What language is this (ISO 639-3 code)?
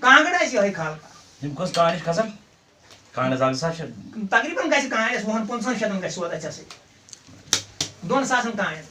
kas